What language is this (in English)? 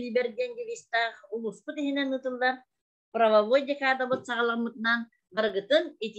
Yakut